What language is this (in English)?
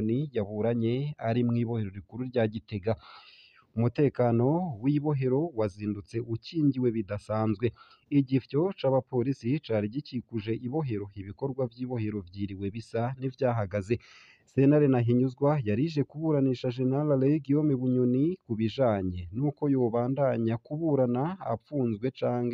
Rundi